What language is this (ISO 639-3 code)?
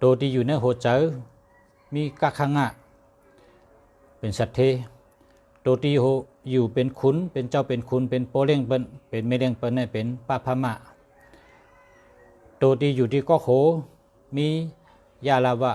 shn